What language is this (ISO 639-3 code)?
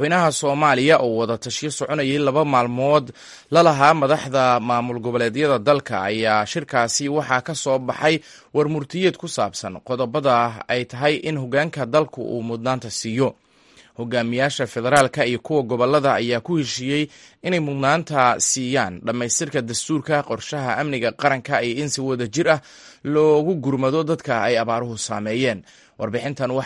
som